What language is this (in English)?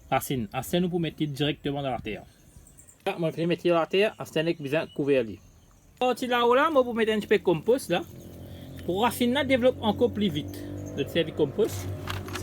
Morisyen